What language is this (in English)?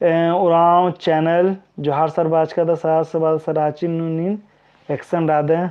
Kurukh